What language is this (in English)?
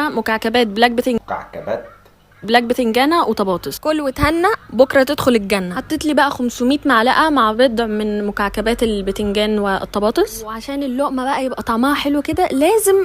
Egyptian Arabic